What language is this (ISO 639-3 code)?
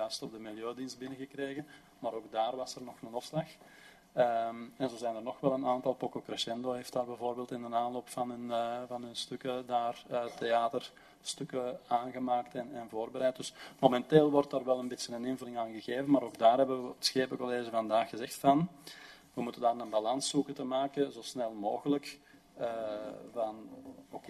nld